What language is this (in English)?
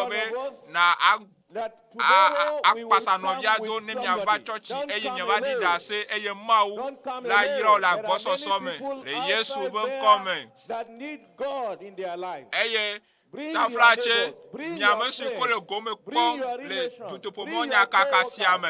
Ewe